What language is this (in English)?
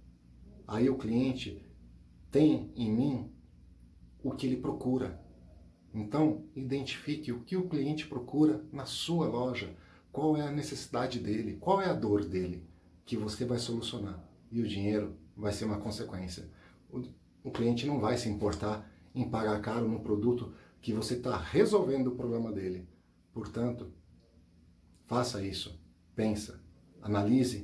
Portuguese